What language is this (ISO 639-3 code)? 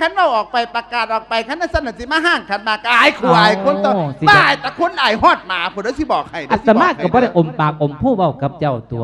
lao